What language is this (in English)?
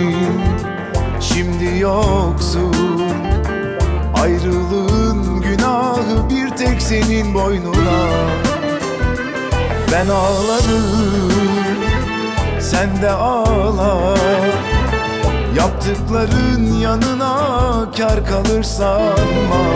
Turkish